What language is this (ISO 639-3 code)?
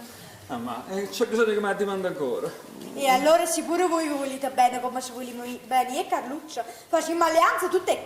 nap